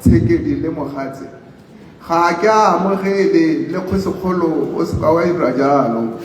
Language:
Tswana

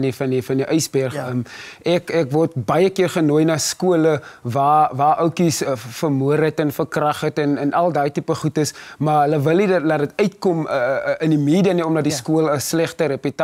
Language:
Afrikaans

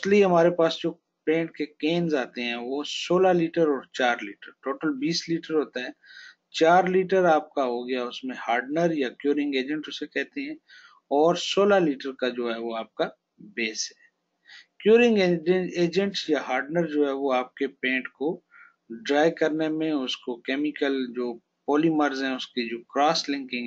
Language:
Hindi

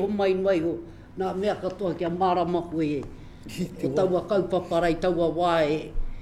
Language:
Māori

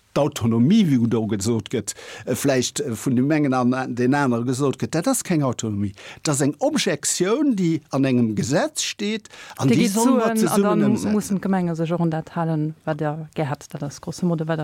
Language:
Luxembourgish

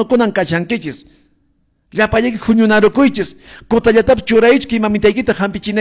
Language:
Quechua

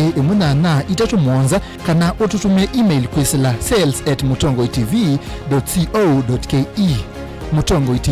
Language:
Kamba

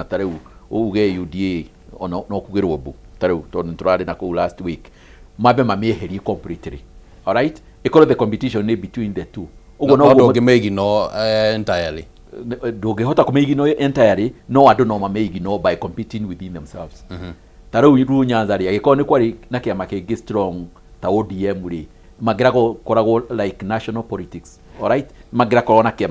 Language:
Kikuyu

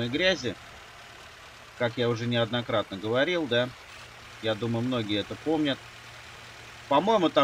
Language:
Russian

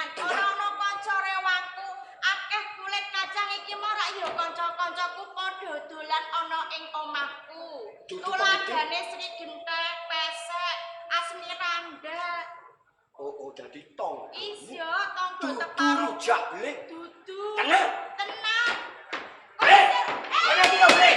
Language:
Javanese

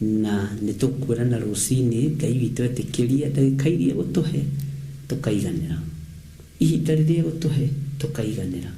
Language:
Kikuyu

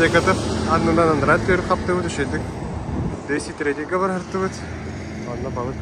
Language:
Yakut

